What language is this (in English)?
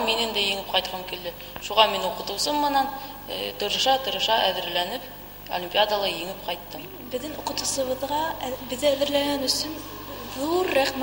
Bashkir